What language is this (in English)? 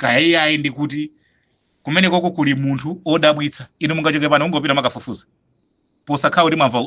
Nyanja